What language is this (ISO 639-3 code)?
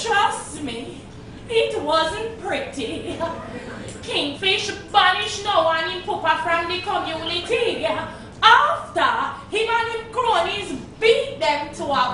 jam